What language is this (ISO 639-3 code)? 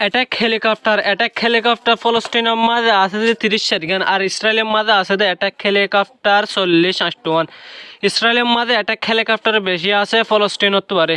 rhg